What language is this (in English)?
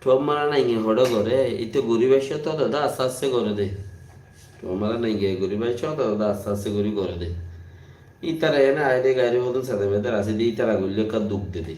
Rohingya